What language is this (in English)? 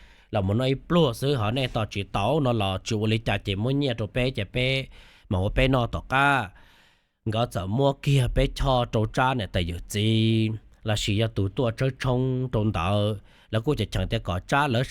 Hmong